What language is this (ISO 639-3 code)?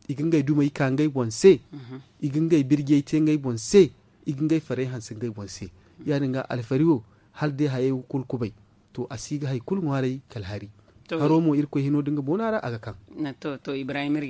dje